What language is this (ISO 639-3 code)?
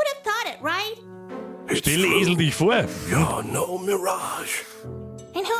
bar